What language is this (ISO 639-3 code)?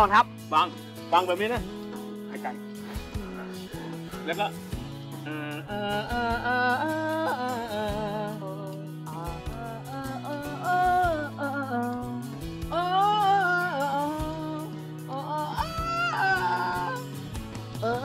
tha